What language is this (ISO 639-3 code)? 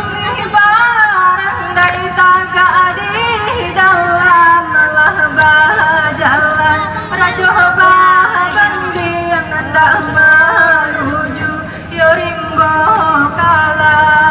min